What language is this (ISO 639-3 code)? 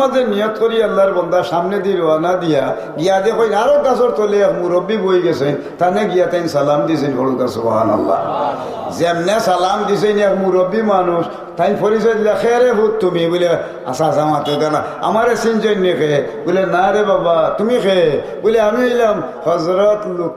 syl